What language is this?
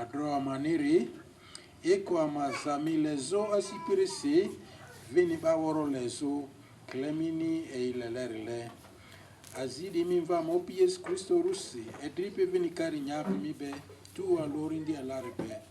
Lugbara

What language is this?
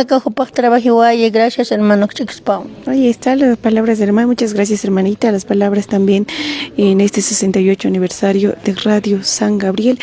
Aymara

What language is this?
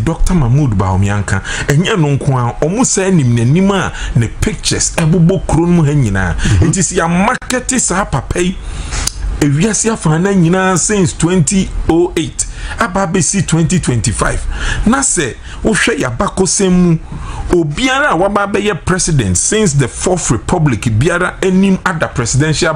Akan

